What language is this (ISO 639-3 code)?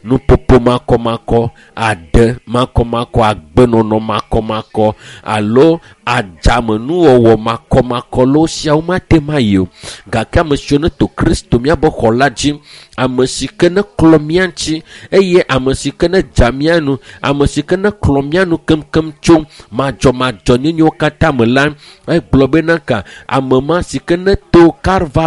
ewe